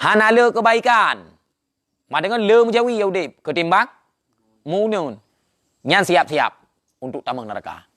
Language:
Achinese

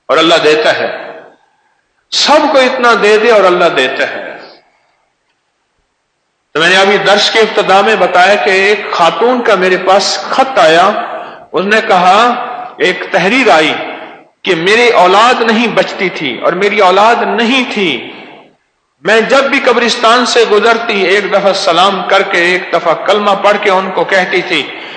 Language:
Urdu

